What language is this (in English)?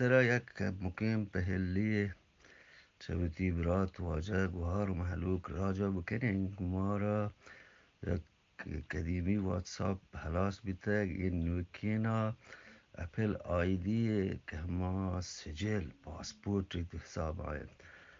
Eastern Balochi